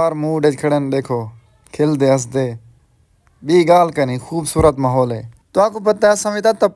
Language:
Saraiki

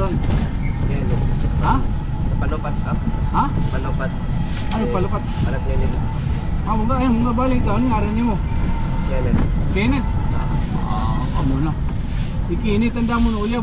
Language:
Waray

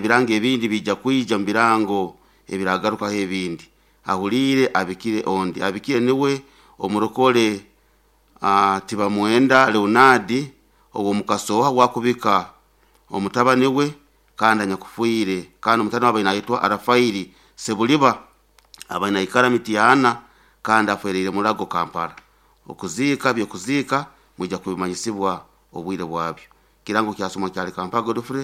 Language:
Nyoro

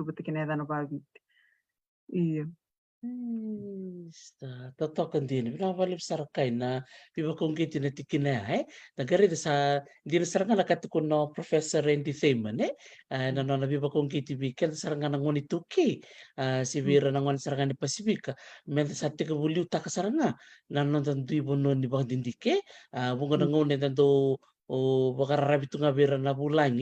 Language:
Fijian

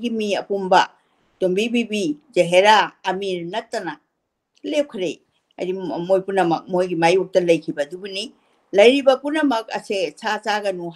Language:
Manipuri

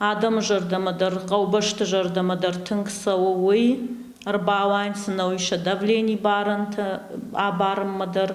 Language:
Ossetic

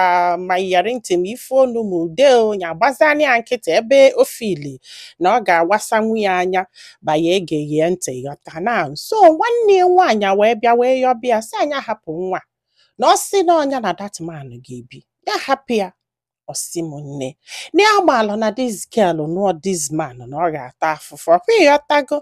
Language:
Igbo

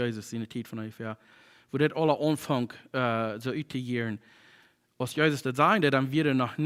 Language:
Plautdietsch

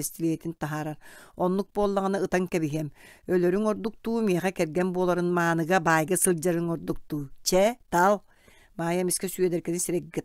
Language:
Yakut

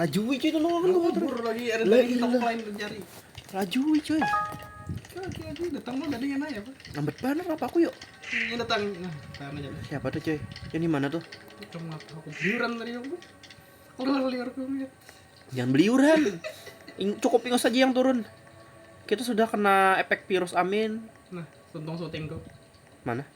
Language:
Banjar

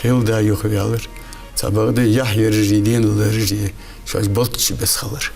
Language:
Ingush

